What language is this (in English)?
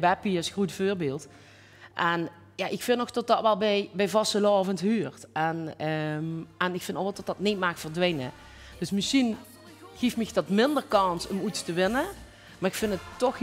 Limburgish